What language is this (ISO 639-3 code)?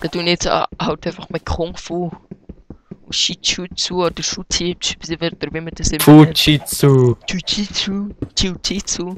gsw